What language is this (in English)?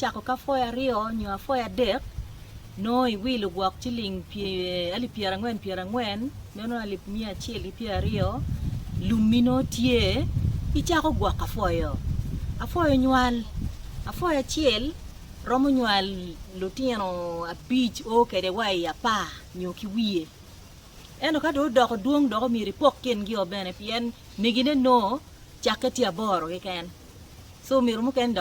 Acoli